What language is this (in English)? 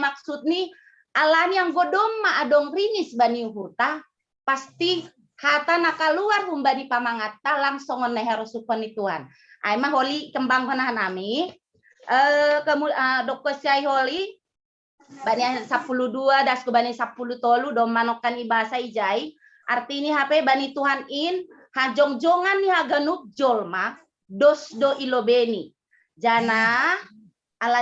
Batak Simalungun